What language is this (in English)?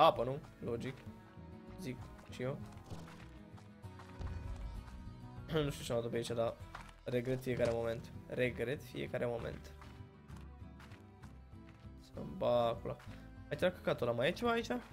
Romanian